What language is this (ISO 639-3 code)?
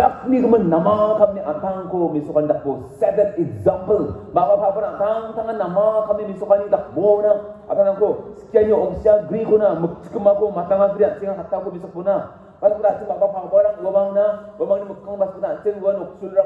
grt